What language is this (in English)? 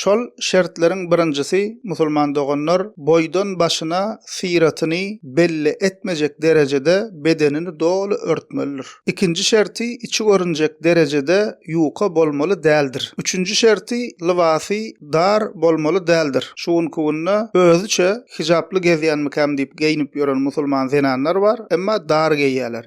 Turkmen